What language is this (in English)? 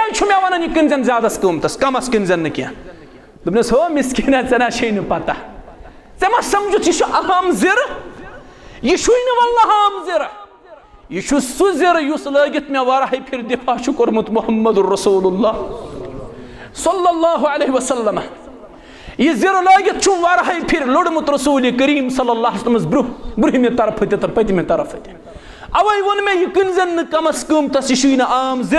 Kashmiri